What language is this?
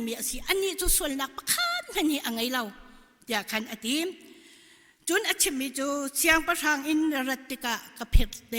Hakha Chin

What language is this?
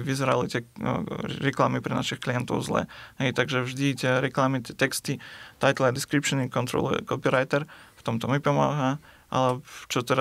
Slovak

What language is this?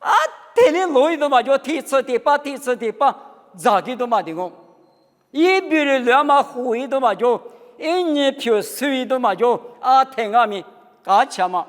Lisu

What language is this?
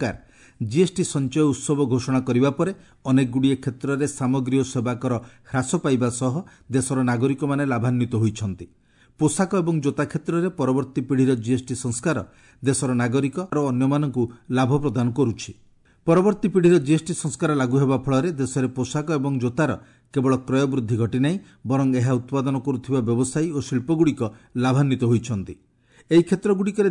Odia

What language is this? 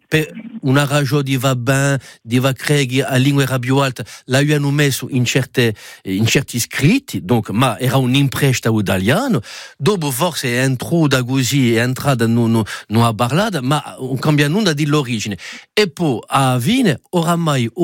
Italian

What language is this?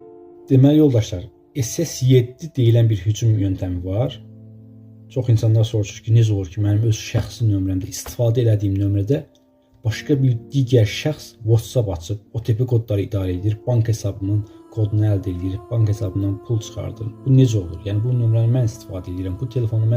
Azerbaijani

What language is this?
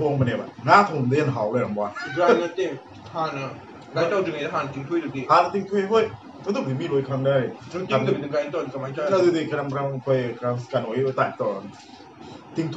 Manipuri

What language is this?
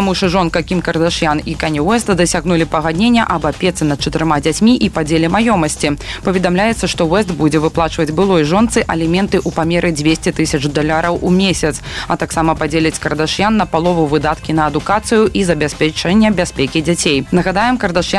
Belarusian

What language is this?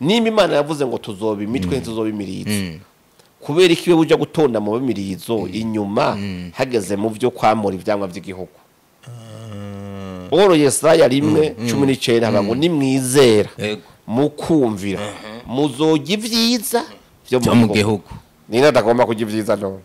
Rundi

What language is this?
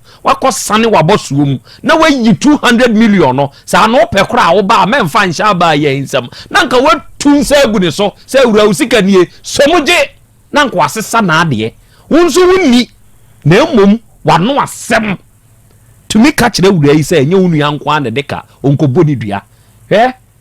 Akan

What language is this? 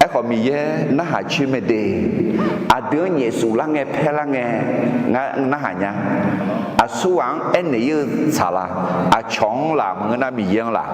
Akha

